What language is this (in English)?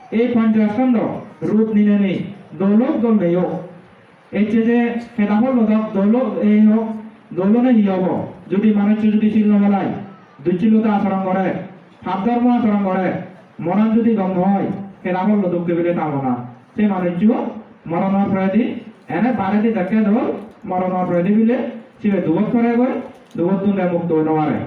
Chakma